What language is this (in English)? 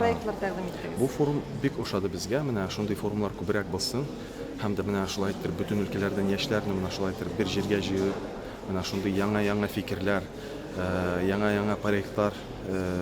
Tatar